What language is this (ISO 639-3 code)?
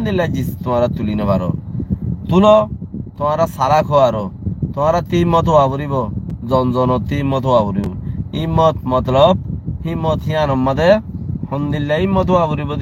rhg